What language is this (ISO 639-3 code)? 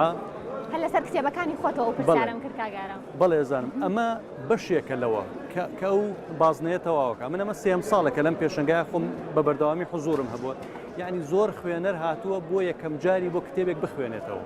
ckb